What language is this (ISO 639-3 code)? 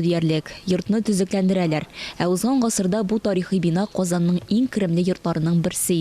tat